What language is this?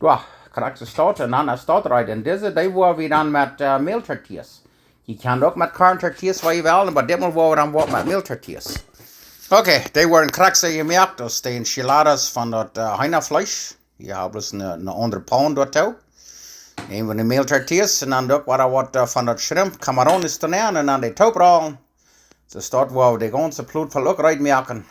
Plautdietsch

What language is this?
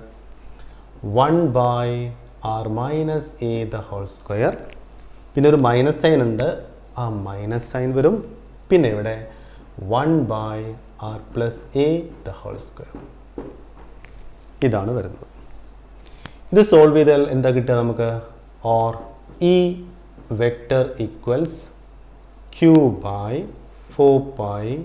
Malayalam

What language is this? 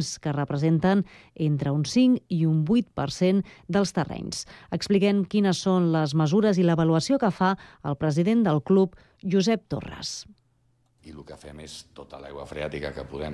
Catalan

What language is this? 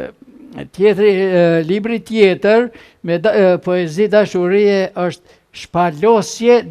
Albanian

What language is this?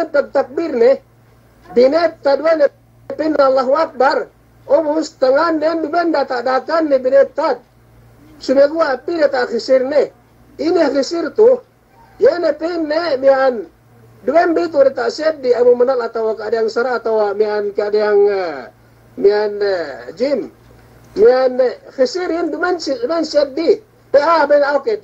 Yakan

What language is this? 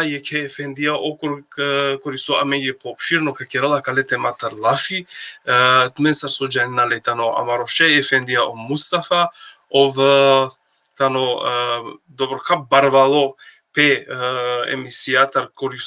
Balkan Romani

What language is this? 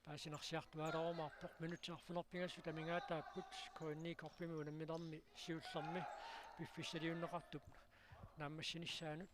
Kalaallisut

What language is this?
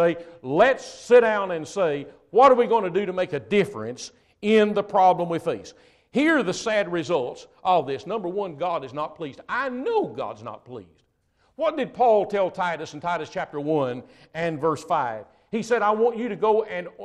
English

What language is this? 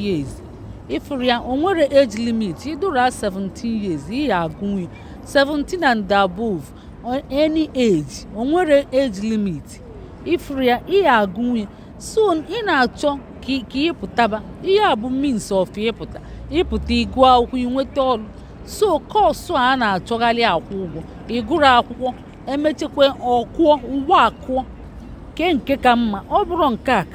Igbo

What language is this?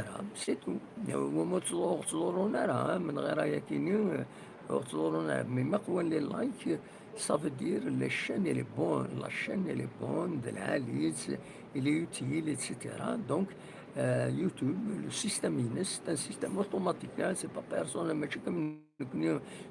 Kabyle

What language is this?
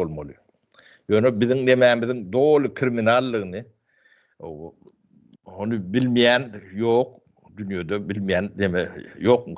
Turkmen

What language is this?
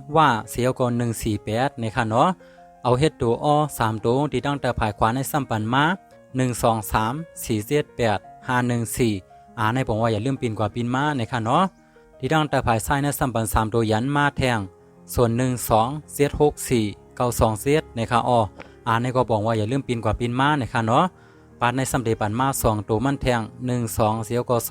Shan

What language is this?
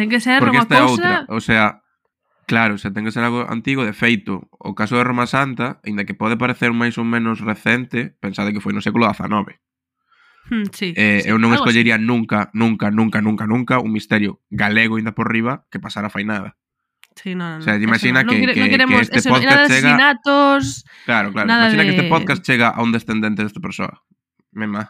Galician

